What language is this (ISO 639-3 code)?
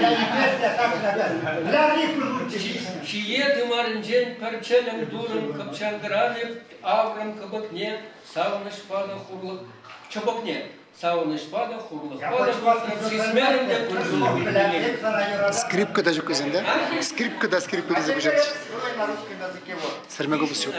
chv